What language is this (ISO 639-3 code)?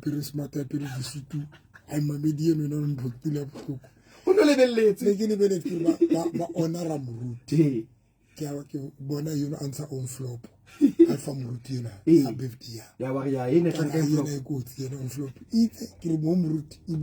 sot